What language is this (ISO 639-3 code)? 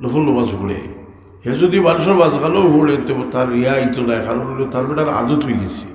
syl